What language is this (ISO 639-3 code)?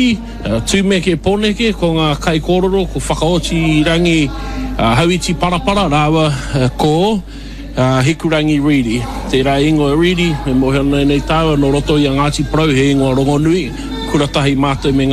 mri